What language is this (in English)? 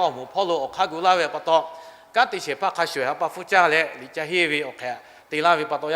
Lahu